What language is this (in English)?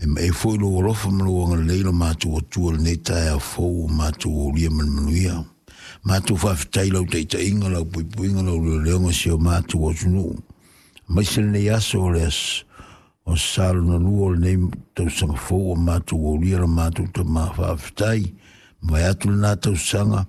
Samoan